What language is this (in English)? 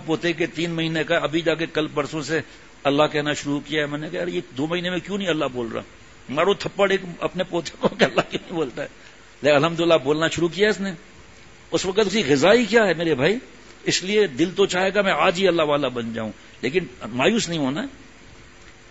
Urdu